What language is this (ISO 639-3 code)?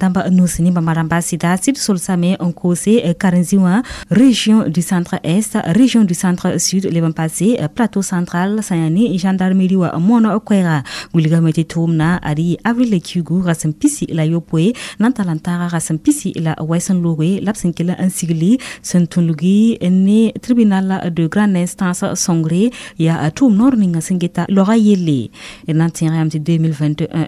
mos